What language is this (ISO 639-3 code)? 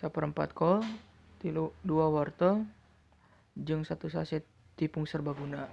sun